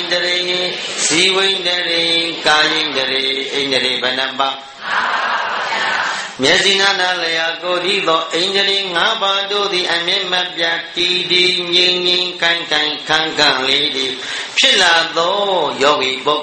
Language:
Burmese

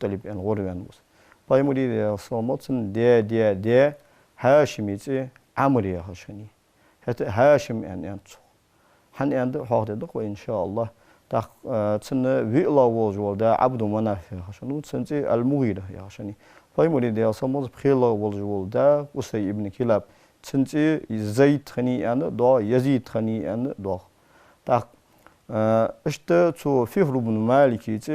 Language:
Ingush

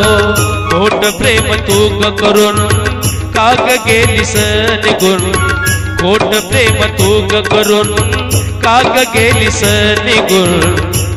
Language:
Marathi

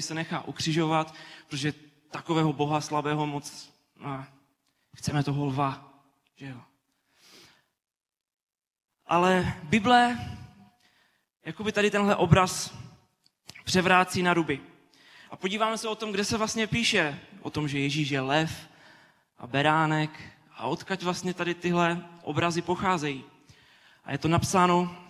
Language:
Czech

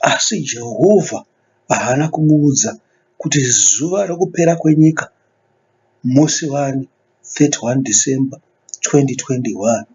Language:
Shona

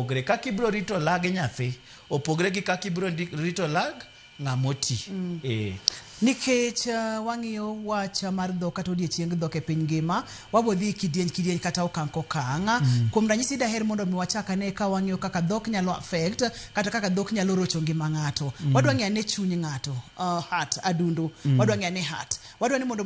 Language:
Luo (Kenya and Tanzania)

